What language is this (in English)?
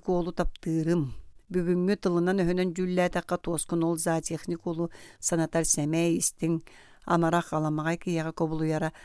Yakut